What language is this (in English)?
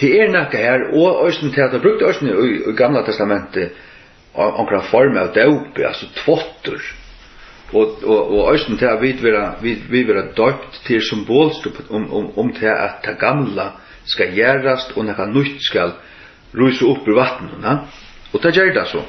Faroese